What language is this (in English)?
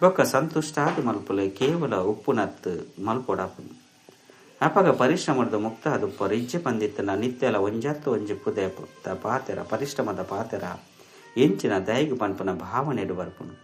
Tulu